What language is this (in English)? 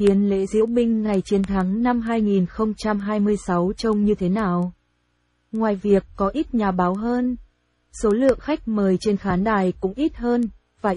Vietnamese